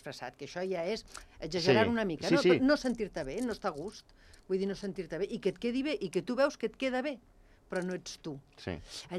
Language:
Catalan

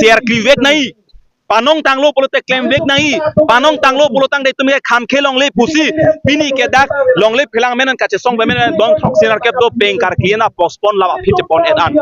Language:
Karbi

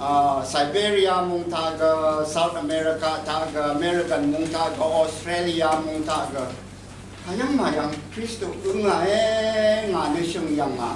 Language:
Rawang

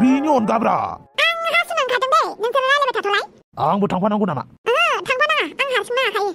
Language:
Bodo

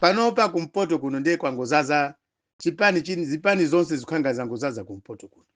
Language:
Nyanja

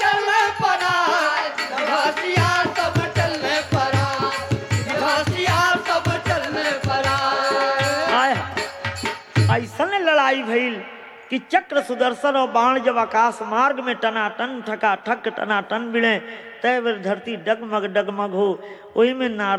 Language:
Bhojpuri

